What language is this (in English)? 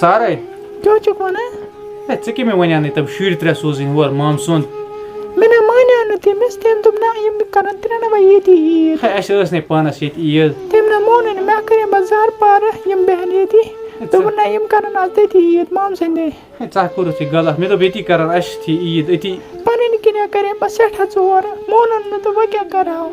Kashmiri